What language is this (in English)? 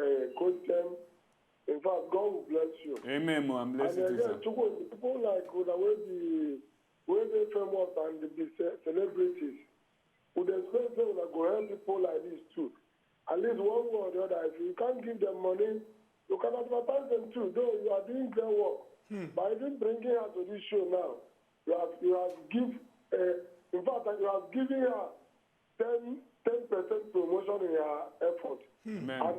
Nigerian Pidgin